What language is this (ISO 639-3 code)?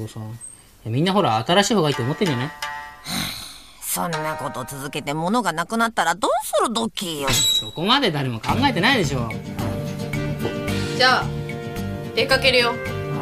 jpn